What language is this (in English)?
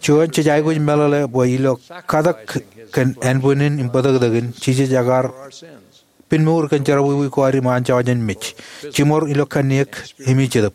Marshallese